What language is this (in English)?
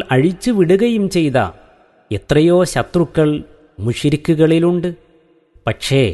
Malayalam